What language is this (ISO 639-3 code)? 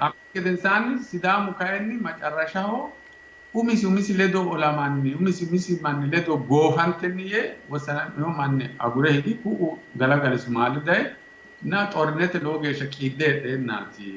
sid